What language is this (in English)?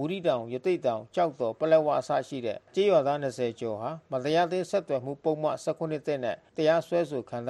Burmese